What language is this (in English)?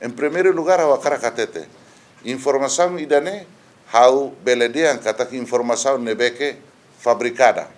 Tetum